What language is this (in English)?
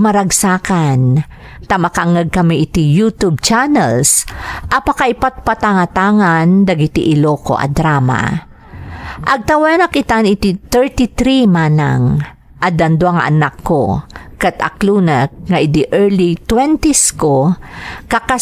Iloko